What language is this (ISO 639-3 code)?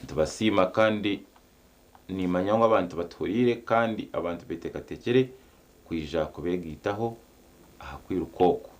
nyn